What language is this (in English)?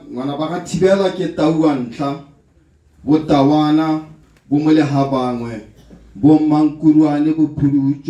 Tswana